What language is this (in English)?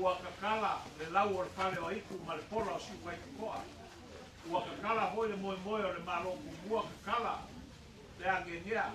Samoan